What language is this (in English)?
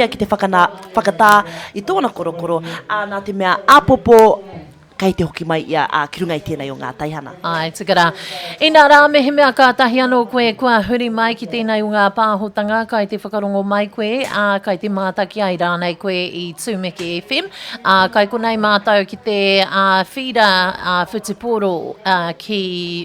Māori